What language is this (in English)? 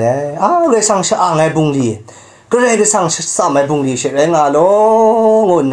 Kachin